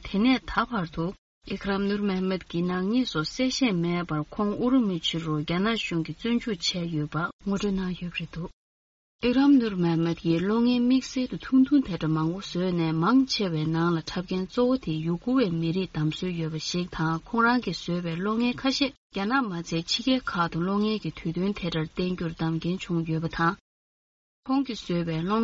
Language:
Tibetan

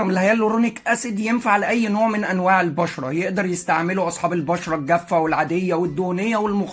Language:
Egyptian Arabic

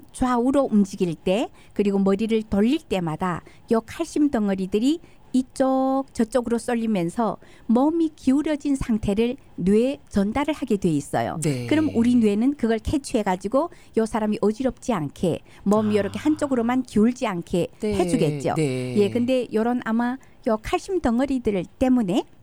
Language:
Korean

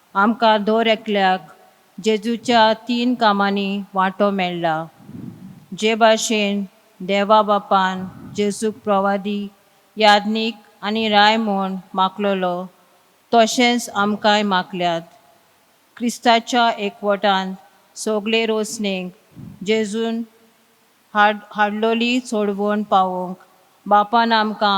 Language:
Konkani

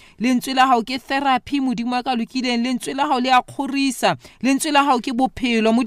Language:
Southern Sotho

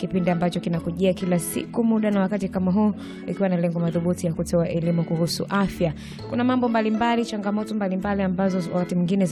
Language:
Swahili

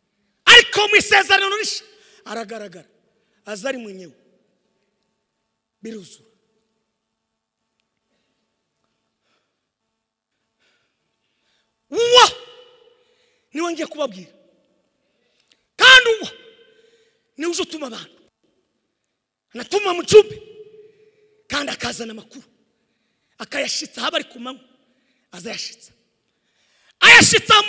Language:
Kinyarwanda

